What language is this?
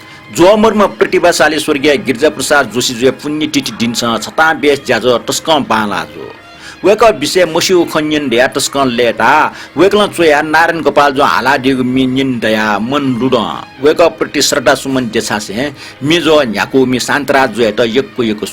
Newari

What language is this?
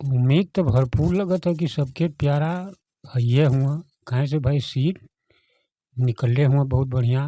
Bhojpuri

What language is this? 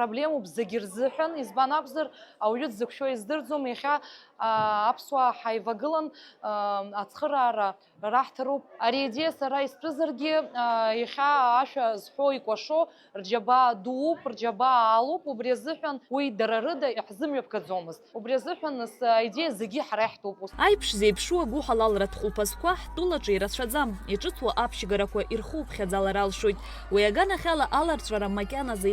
Abkhazian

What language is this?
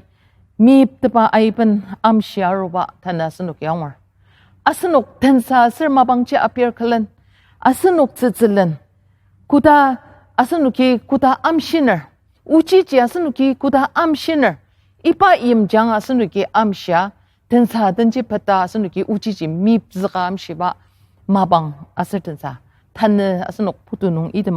Ao Naga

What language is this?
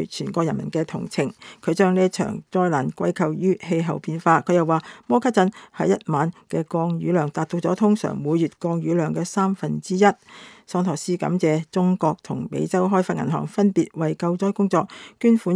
Cantonese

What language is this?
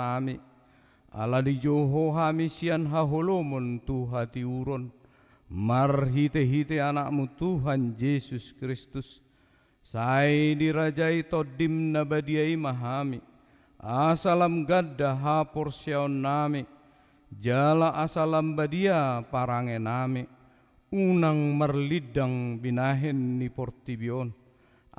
Batak Toba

